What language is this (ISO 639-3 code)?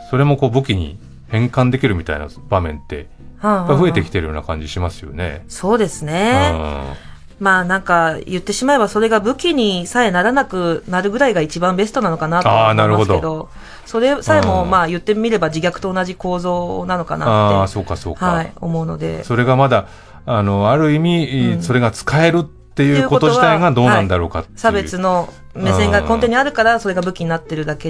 jpn